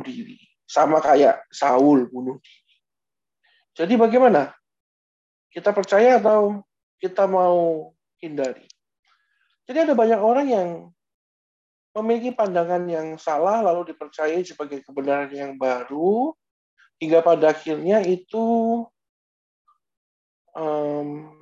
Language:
Indonesian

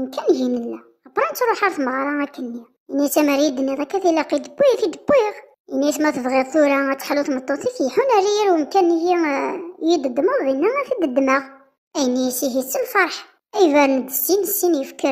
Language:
Kabyle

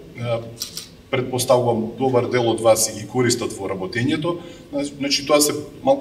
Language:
Macedonian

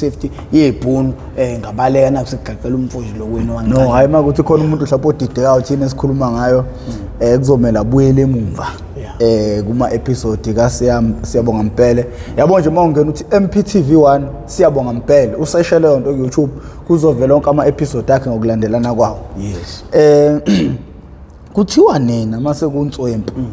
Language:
Zulu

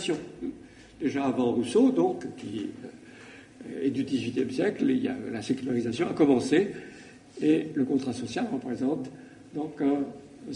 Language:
French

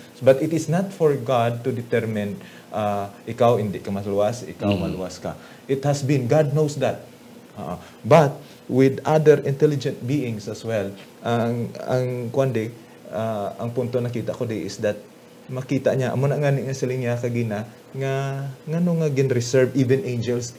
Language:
Hiligaynon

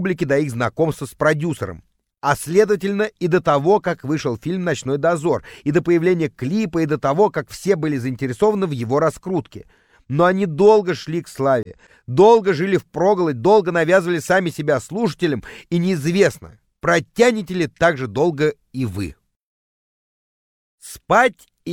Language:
Russian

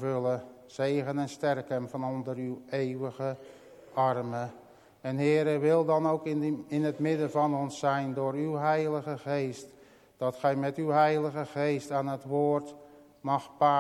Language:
Dutch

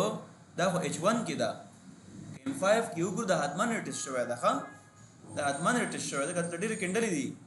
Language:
Pashto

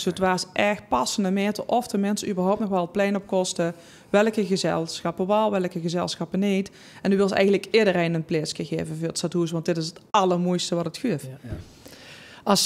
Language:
Limburgish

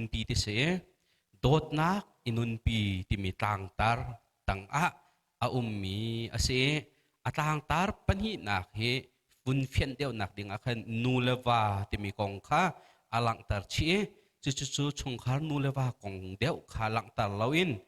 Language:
Hakha Chin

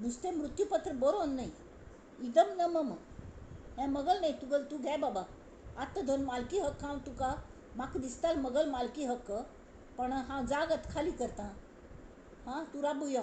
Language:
Konkani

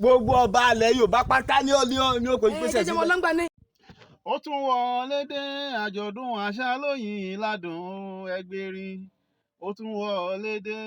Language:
Yoruba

